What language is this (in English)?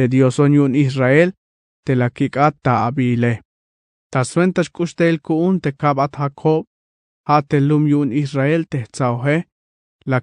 Tzeltal